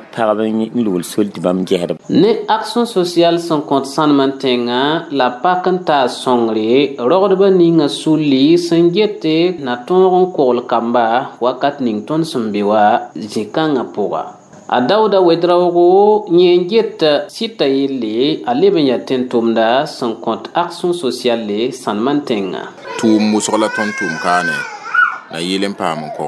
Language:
Mossi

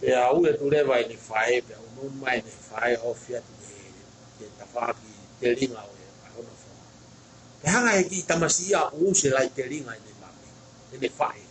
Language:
Tongan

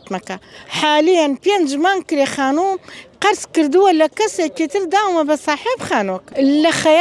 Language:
Central Kurdish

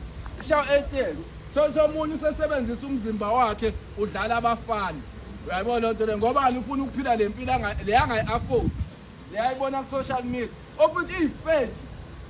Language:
Zulu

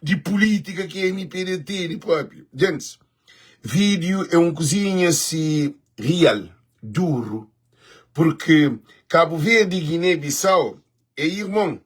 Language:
Kabuverdianu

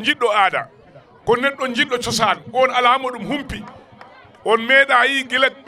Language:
Fula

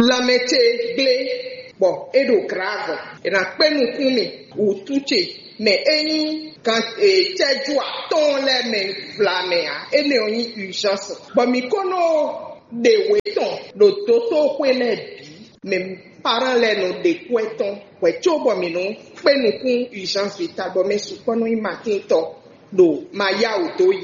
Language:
Fon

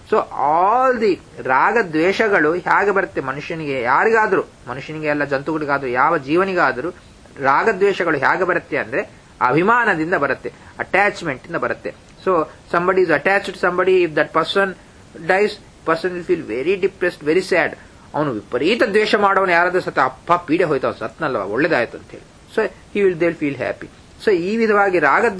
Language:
Kannada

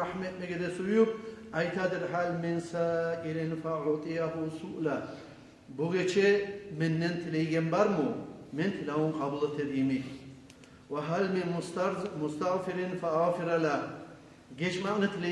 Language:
Kumyk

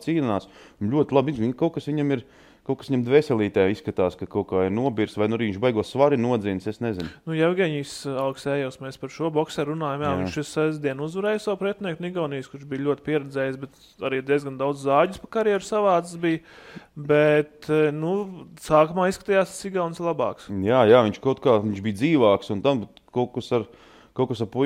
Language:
Latvian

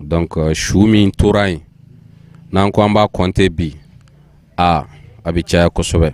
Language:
Bambara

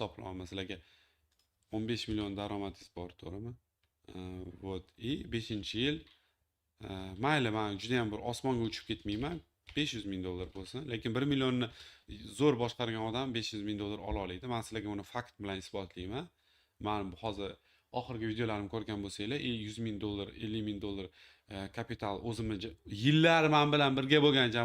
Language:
Uzbek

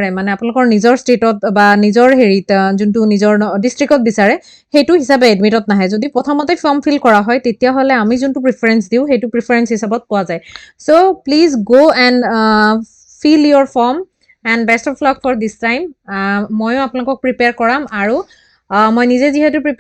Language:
Assamese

